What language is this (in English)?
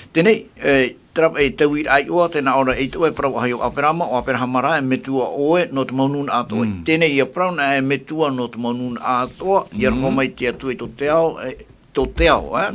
Tahitian